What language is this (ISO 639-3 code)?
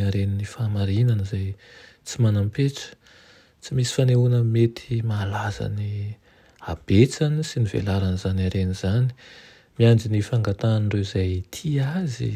mlg